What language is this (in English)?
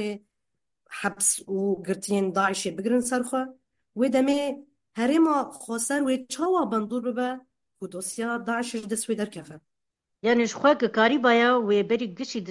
Kurdish